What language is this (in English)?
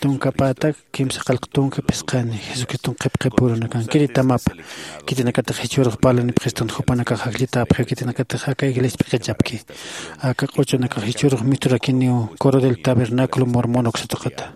Aymara